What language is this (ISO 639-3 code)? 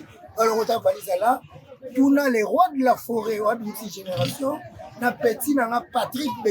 lin